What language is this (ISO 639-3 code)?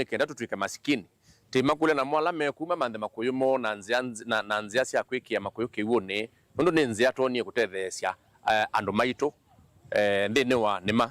kam